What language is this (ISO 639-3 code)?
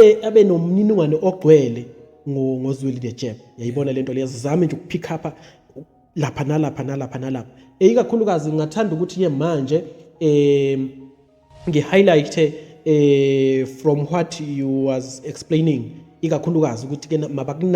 zul